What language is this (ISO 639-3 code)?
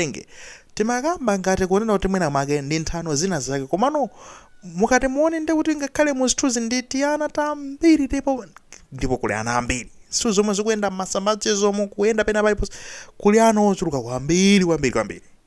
nya